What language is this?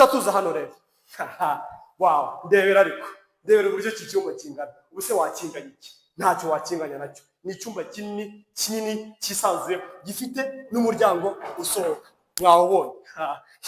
Kinyarwanda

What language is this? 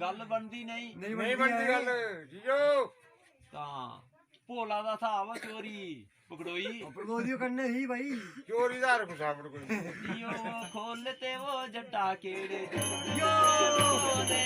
Dogri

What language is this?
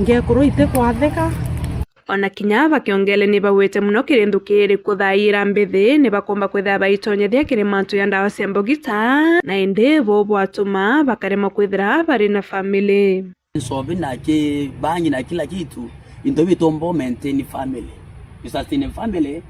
Meru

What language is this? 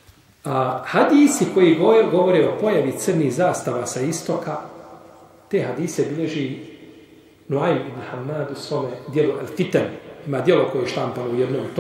Bosnian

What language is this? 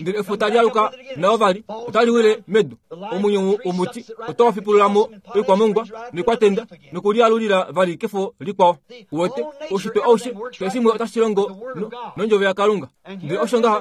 Kuanyama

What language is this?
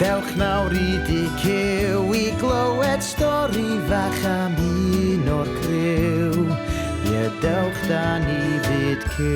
Welsh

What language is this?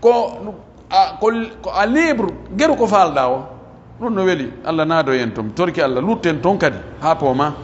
Pular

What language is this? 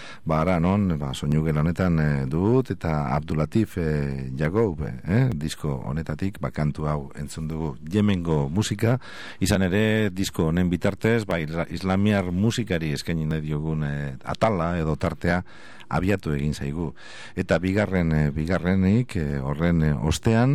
Basque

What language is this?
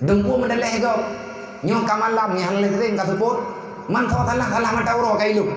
Achinese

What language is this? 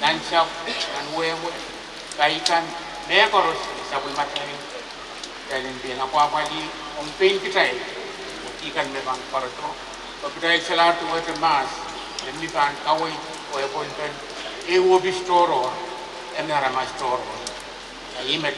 Pohnpeian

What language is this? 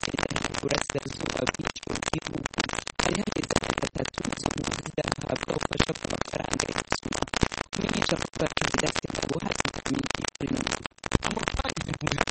Kinyarwanda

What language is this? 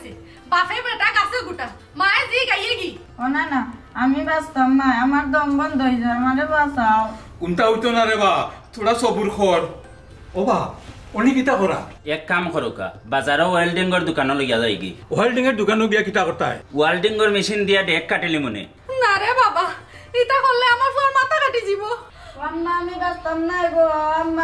Sylheti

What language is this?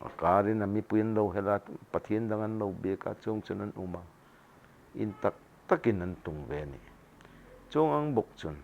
Hmar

